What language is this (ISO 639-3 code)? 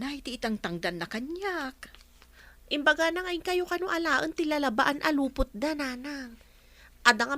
ilo